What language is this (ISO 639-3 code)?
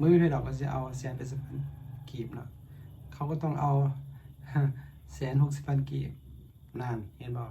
lao